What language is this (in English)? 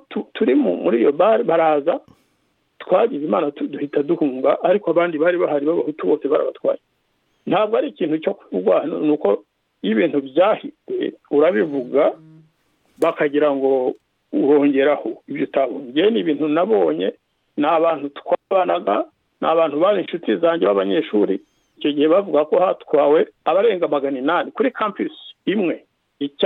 Kinyarwanda